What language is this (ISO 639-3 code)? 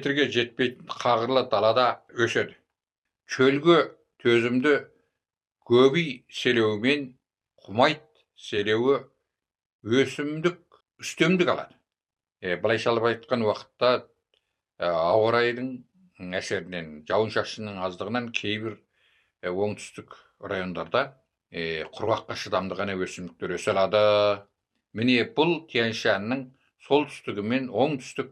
kaz